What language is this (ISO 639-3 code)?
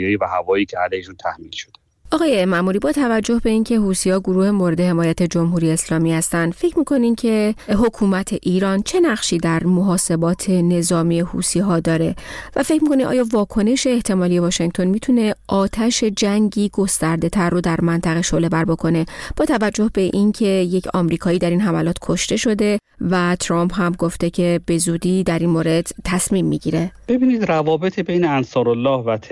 fas